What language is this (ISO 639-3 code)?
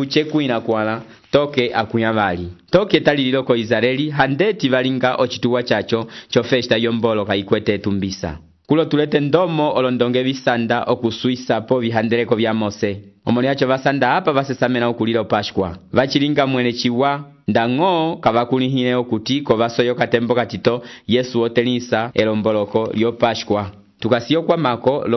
umb